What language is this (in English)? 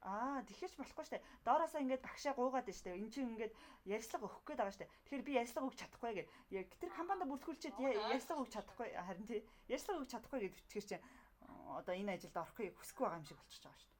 Mongolian